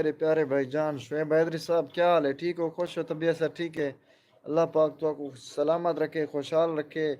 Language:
Saraiki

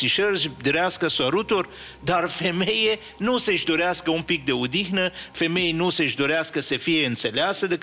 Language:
Romanian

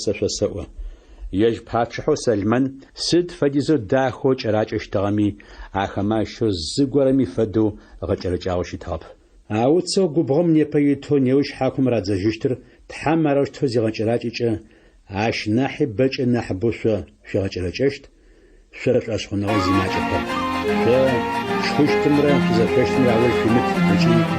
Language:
Adyghe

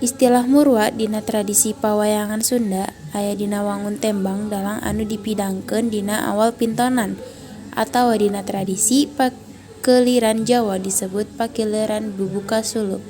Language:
Sundanese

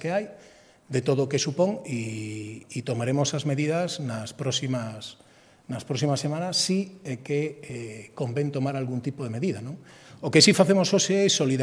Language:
Galician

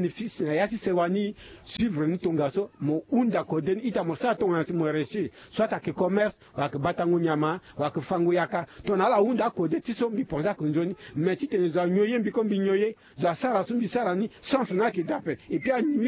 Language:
Sango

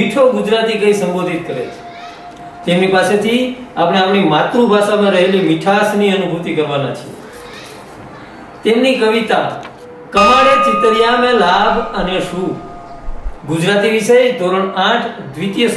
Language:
Gujarati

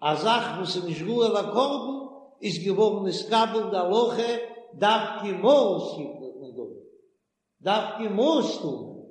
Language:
Yiddish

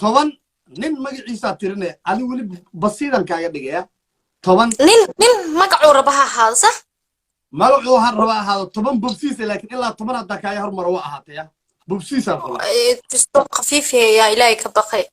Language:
Somali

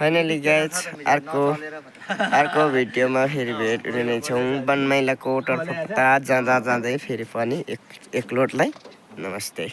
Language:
Nepali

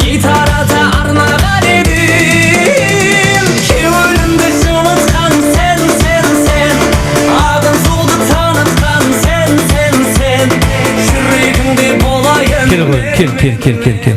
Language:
Kara-Kalpak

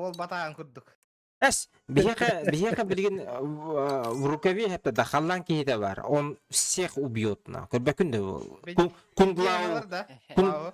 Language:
Yakut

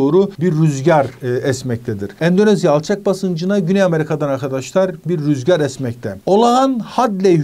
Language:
Turkish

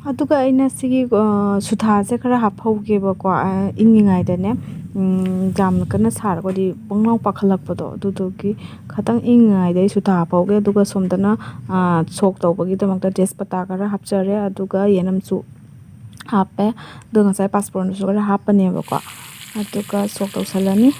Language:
Manipuri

